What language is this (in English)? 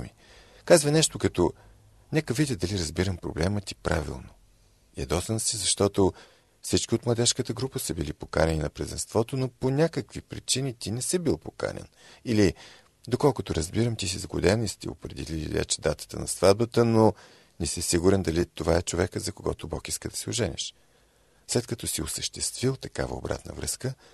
Bulgarian